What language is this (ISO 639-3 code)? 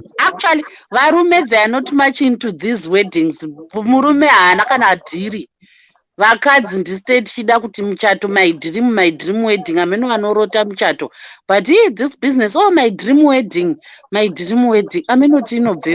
sna